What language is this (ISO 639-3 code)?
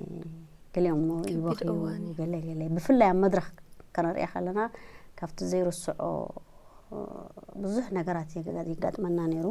tir